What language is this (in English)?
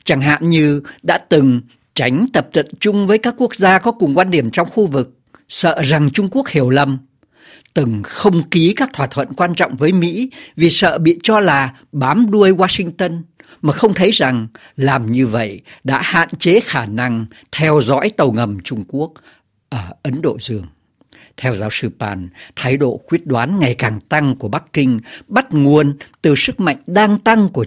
Vietnamese